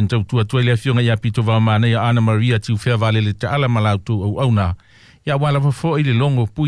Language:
Samoan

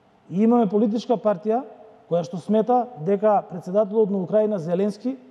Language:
Macedonian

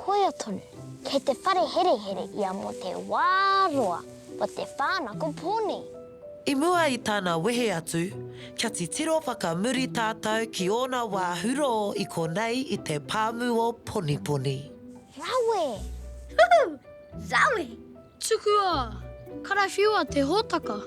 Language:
Māori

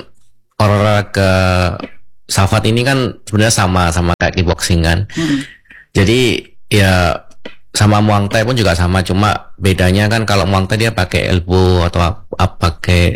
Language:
Indonesian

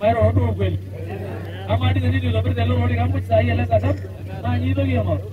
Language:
Masai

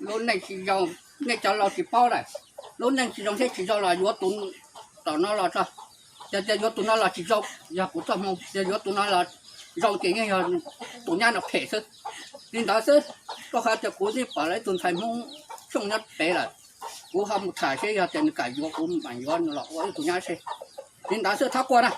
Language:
Hmong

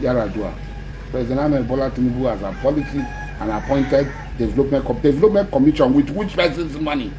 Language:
Nigerian Pidgin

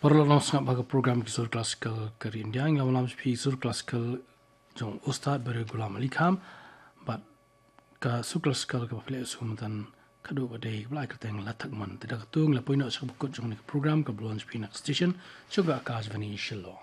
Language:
Khasi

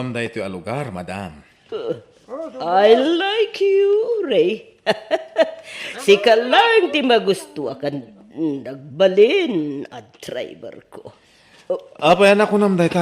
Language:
Iloko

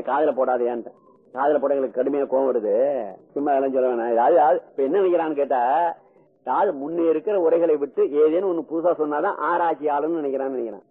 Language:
Tamil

